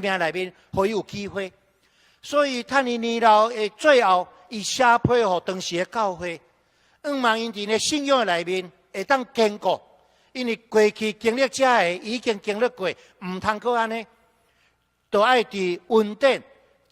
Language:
Min Nan Chinese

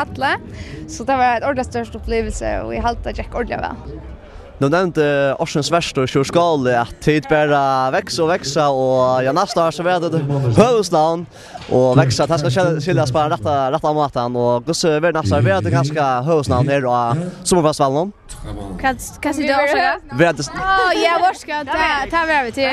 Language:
Faroese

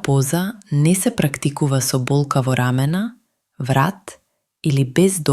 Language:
Macedonian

